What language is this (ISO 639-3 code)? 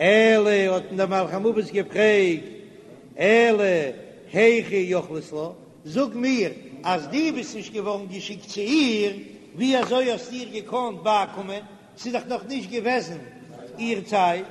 yid